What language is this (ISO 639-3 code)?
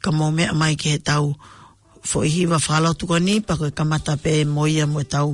ton